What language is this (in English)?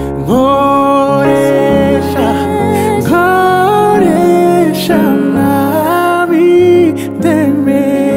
Kinyarwanda